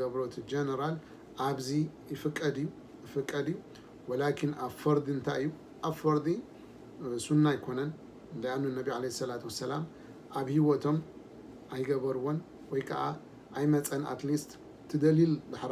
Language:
Tigrinya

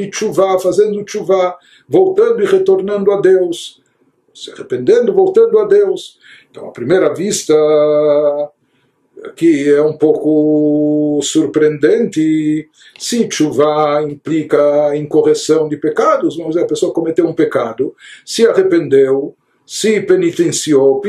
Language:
Portuguese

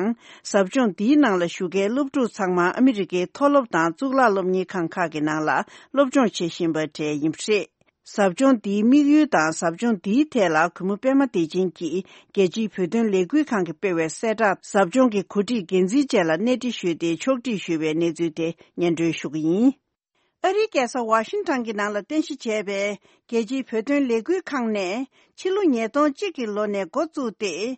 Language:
Tibetan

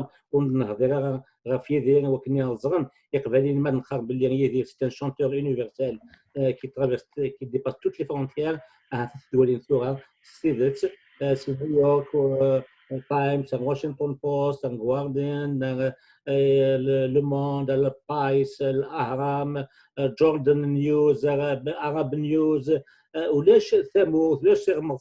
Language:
Kabyle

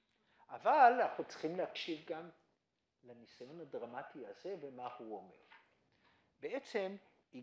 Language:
Hebrew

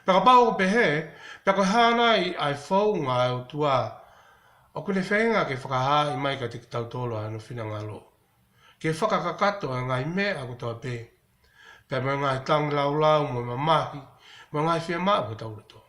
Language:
Tongan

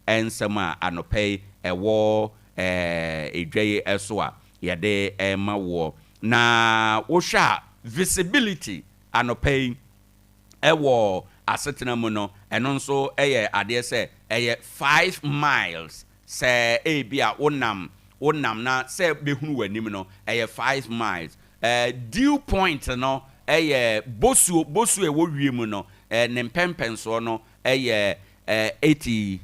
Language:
Akan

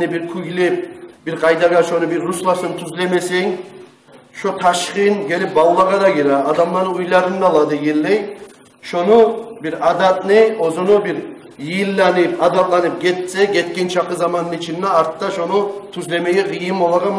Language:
Kumyk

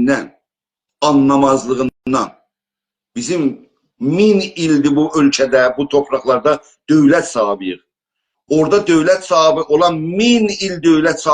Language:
South Azerbaijani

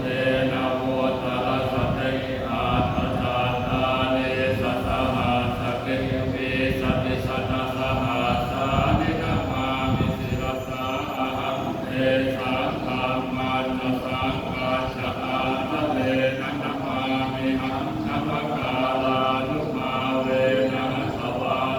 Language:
Pali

